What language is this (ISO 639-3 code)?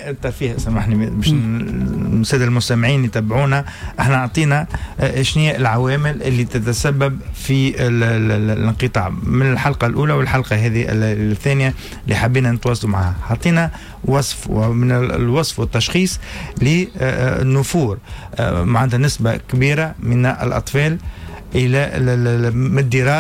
aeb